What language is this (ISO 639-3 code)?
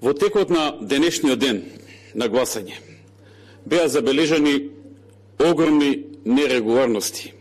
mkd